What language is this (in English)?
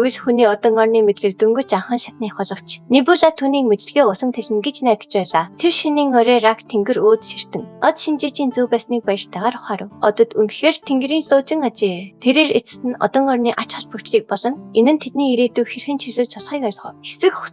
Mongolian